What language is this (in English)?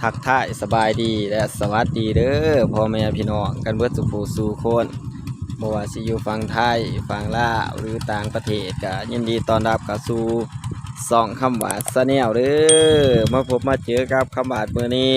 Northeastern Thai